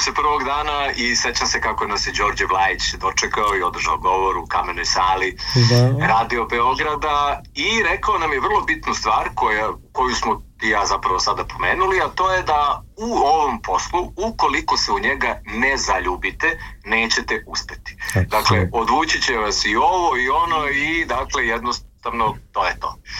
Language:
Serbian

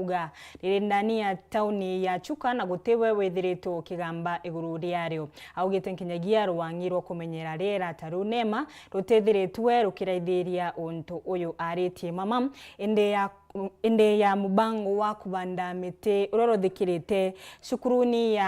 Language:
Meru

